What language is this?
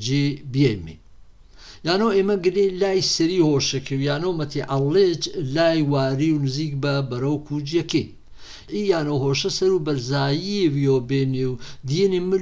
Gurani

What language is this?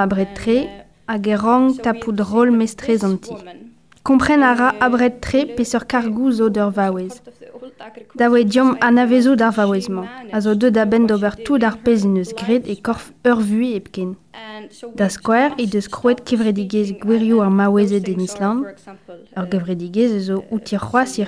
Breton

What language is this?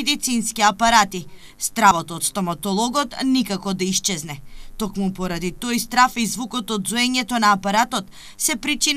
Macedonian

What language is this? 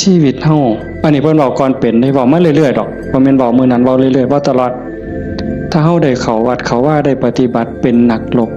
Northeastern Thai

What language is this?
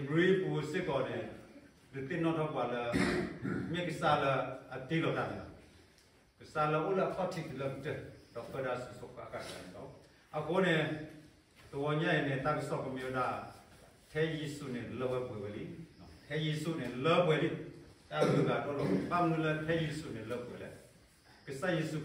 S'gaw Karen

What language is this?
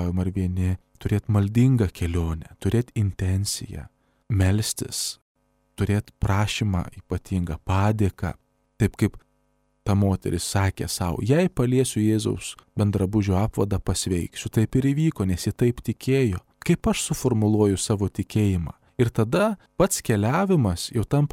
Lithuanian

